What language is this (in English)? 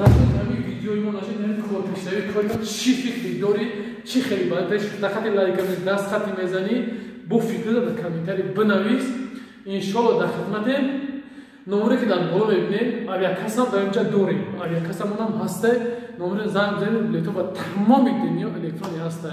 Tajik